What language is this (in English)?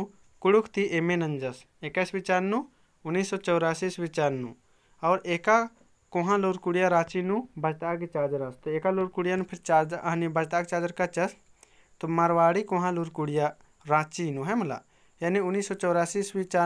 Kurukh